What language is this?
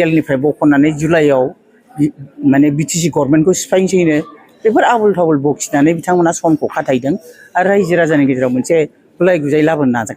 Bodo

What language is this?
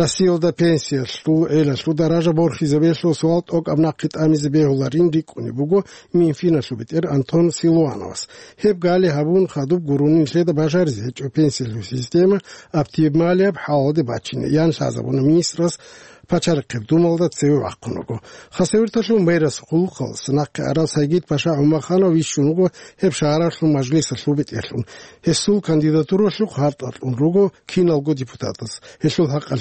Avaric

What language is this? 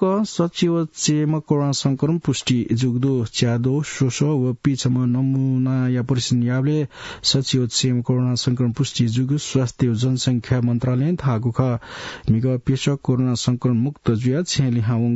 Newari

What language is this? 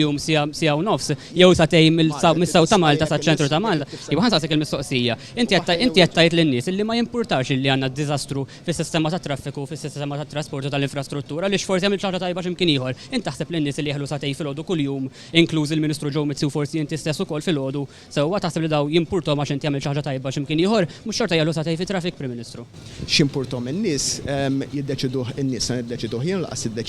Maltese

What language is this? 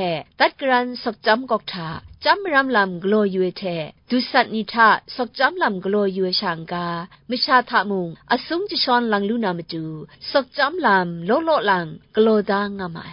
Kachin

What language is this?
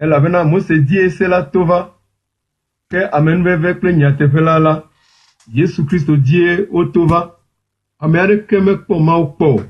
Ewe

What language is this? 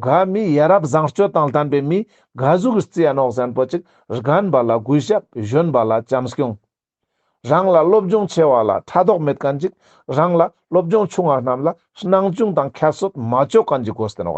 Ladakhi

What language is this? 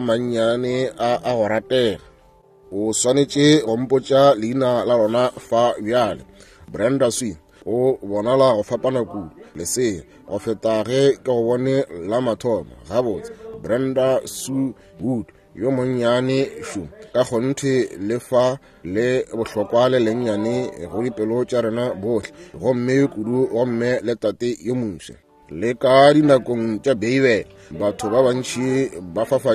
Northern Sotho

